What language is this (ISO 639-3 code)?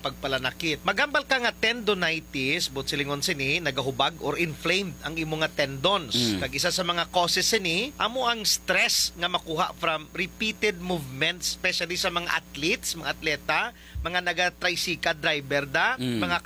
hil